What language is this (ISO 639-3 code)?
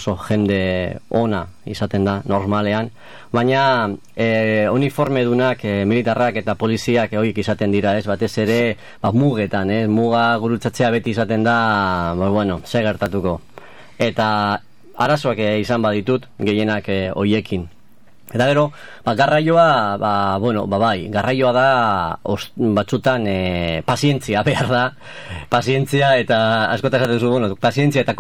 eus